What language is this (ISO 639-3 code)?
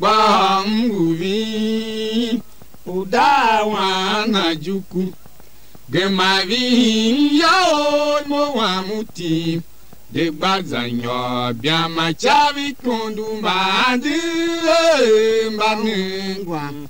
tiv